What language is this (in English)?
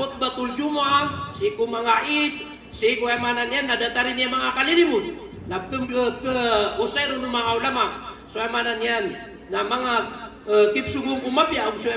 Maranao